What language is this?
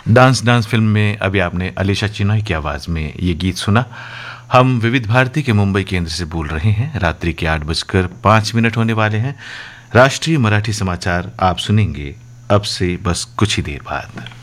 Hindi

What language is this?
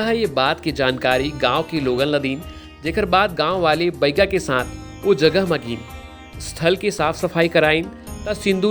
Chhattisgarhi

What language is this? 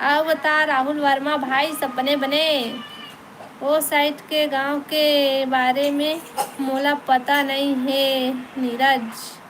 Chhattisgarhi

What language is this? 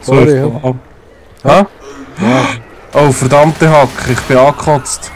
Swiss German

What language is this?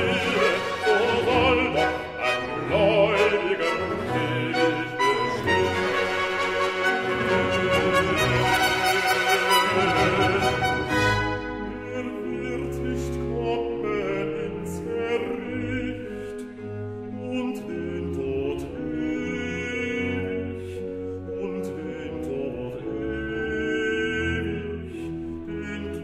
German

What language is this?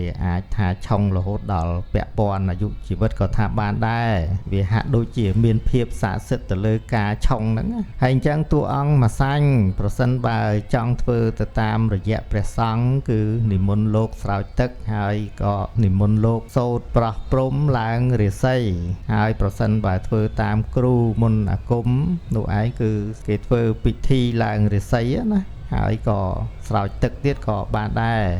Khmer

